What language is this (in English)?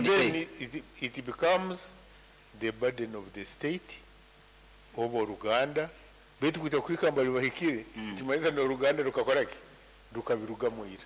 Nyankole